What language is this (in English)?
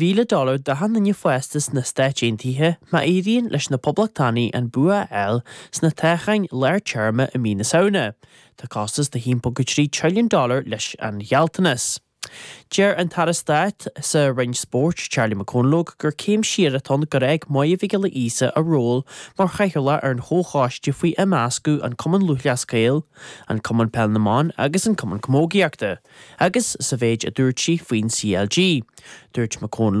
Irish